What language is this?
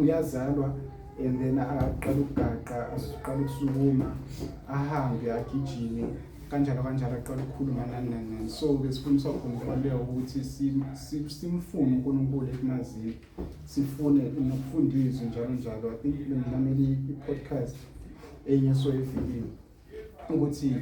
Zulu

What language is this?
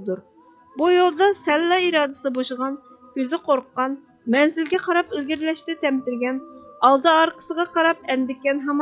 Uyghur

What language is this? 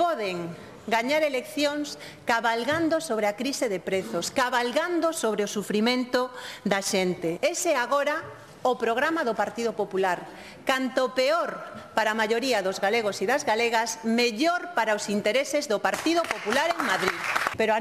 Galician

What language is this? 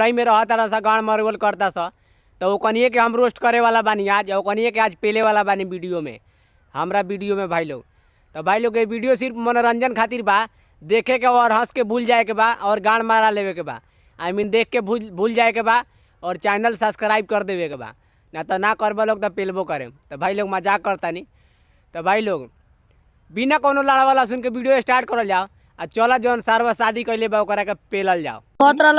Bhojpuri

